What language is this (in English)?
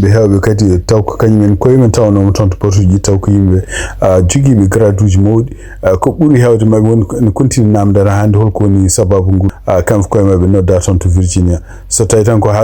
Fula